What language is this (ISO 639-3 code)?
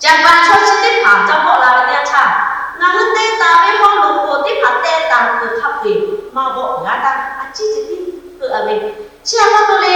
lhu